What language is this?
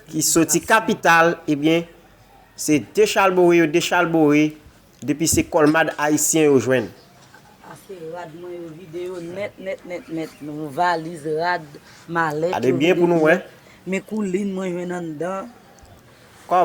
Haitian Creole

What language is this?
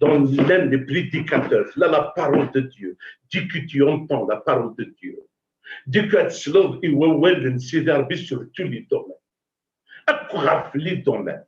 Kabyle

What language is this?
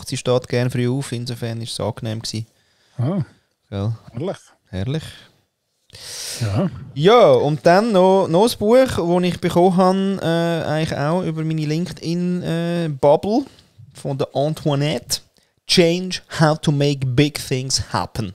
Swiss German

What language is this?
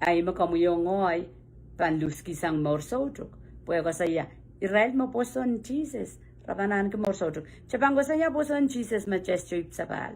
Pohnpeian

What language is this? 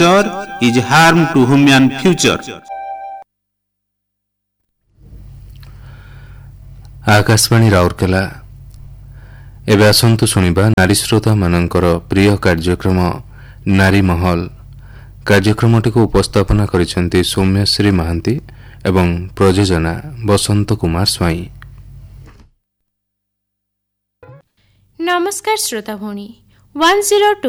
Odia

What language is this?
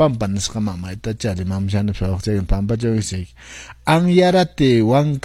Quechua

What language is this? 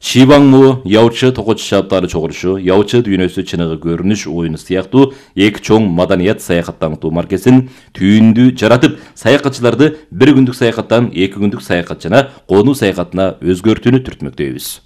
Kyrgyz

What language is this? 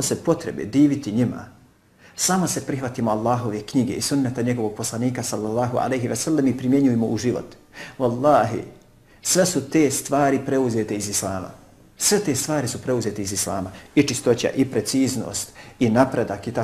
Bosnian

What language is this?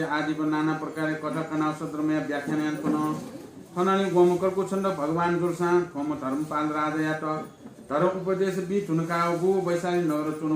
Newari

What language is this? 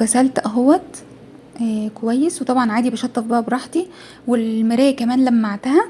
Egyptian Arabic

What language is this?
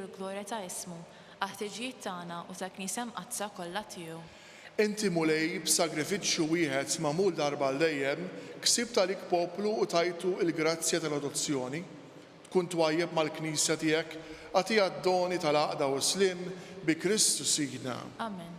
Maltese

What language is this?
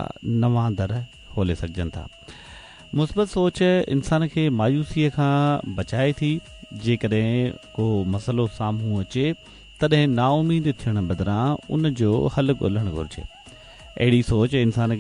Sindhi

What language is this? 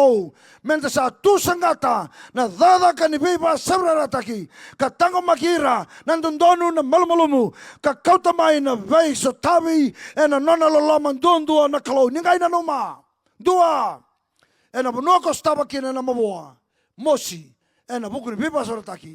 Fijian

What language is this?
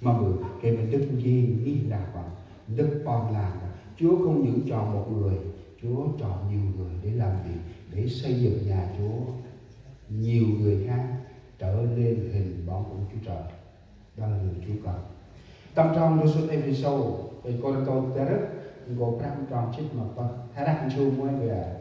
Central Mnong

